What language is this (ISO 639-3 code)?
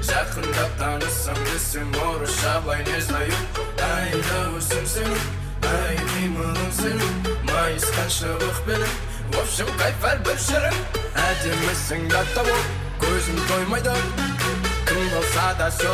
kaa